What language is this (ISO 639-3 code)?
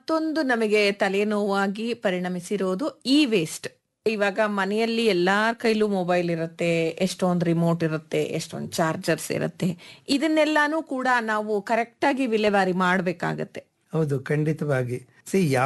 kan